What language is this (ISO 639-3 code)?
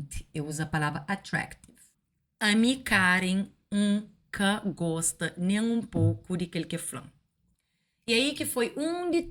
kea